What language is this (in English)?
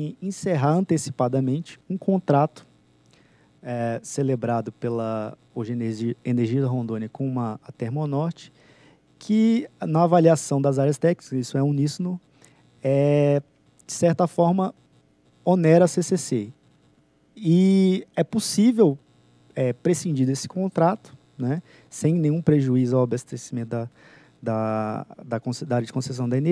Portuguese